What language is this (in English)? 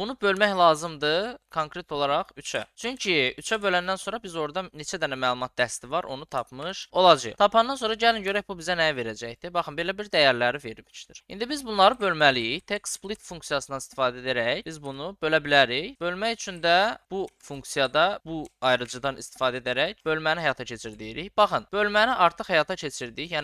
Azerbaijani